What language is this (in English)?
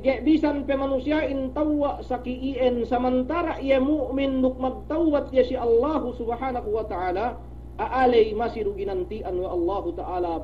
Yakan